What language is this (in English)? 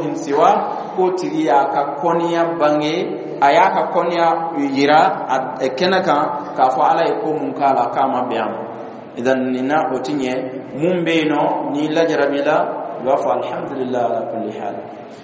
Dyula